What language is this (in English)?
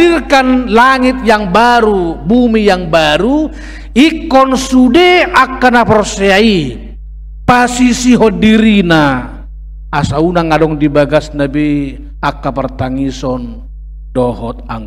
Batak Toba